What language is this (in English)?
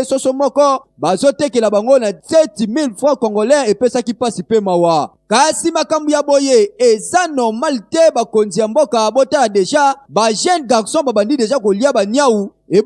Lingala